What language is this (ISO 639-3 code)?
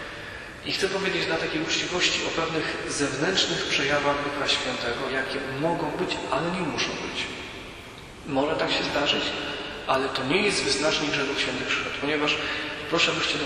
pol